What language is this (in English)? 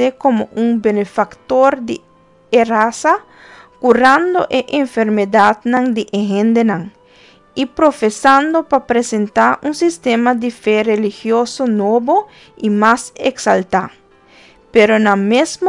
Papiamento